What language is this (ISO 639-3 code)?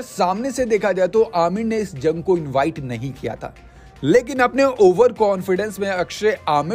hin